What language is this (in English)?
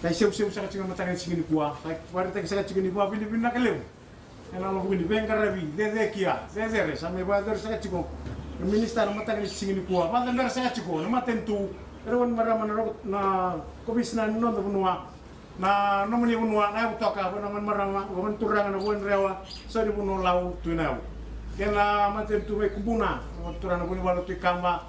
Fijian